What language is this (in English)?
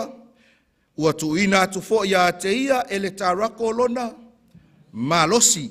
Samoan